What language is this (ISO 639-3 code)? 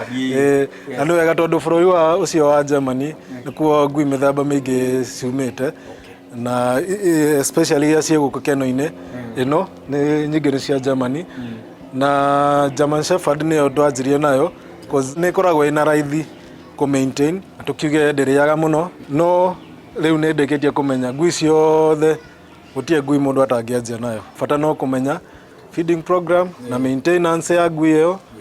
kik